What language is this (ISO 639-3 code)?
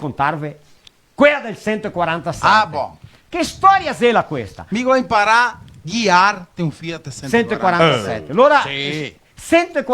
vec